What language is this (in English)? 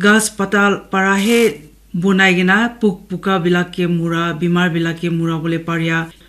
Naga Pidgin